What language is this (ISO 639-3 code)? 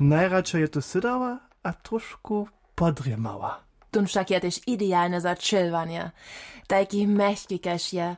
hsb